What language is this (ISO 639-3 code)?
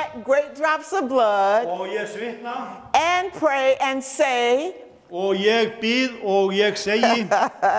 isl